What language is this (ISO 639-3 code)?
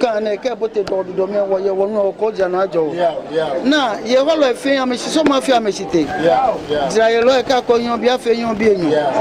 gaa